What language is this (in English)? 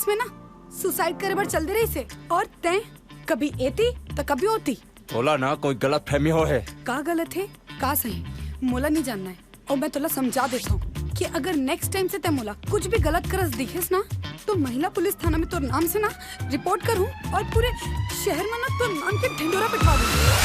Chhattisgarhi